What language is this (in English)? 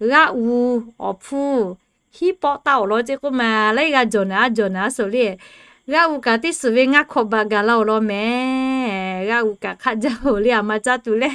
Lahu